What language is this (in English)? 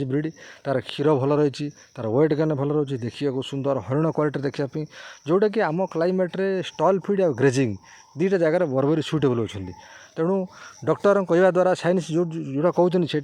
Odia